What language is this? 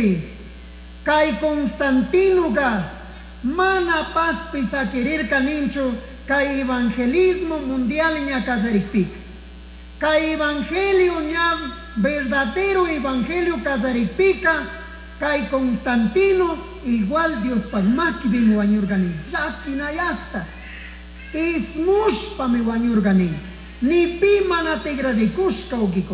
Chimborazo Highland Quichua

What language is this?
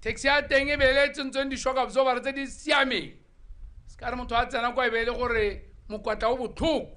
Tswana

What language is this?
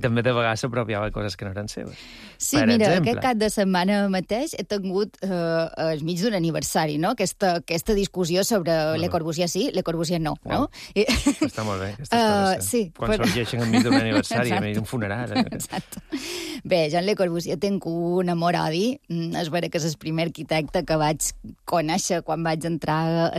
Catalan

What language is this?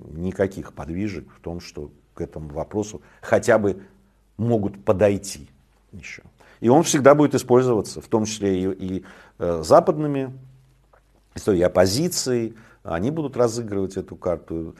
Russian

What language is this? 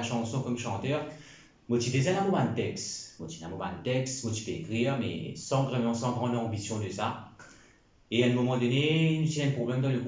Morisyen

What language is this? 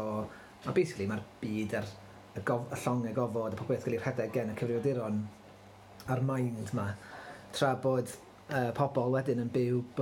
Welsh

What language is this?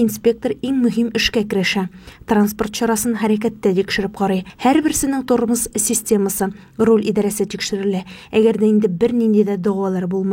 Tatar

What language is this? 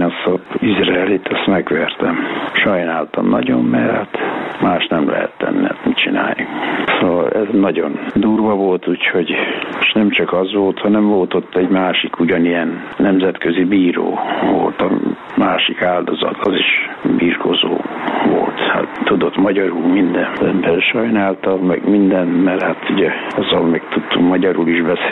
Hungarian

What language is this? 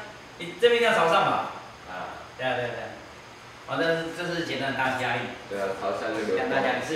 Chinese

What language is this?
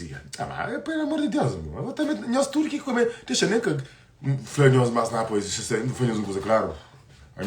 Kabuverdianu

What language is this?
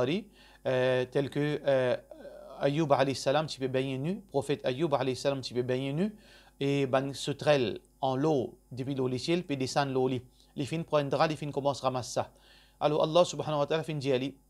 Morisyen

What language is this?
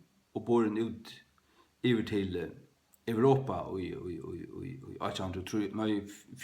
Faroese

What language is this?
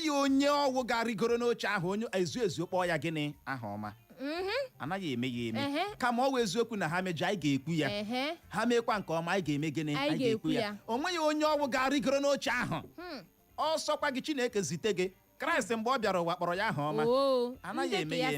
Igbo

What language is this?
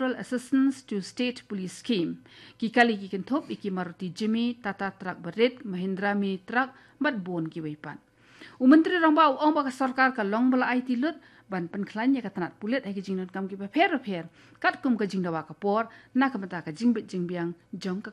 Khasi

